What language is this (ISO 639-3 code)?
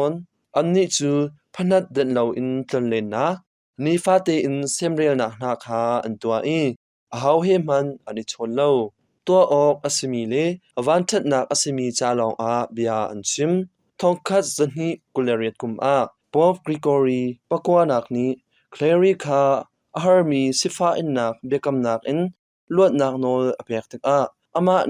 cnh